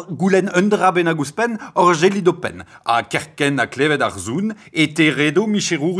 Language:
Breton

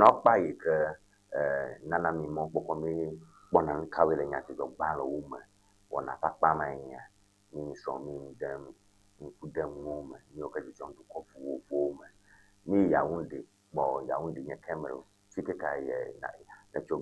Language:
Ewe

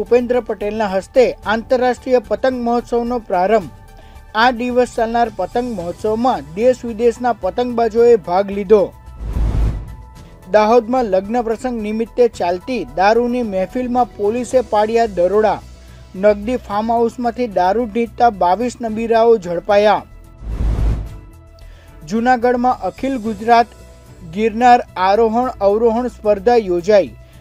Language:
Gujarati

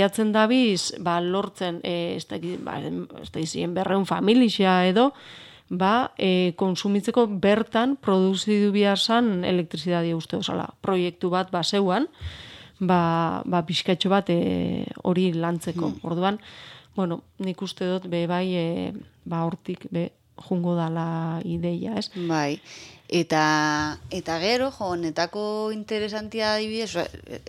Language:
Basque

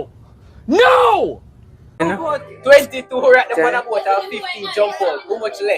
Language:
Jamaican Creole English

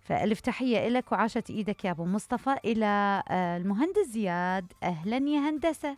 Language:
Mesopotamian Arabic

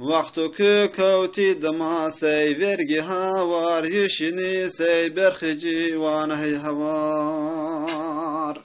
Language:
Zaza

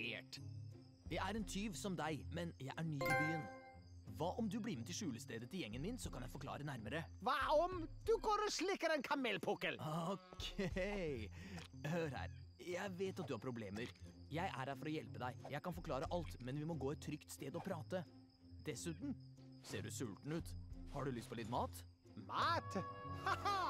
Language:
Norwegian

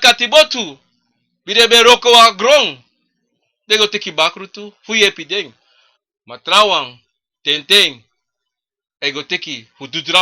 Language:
Sranan Tongo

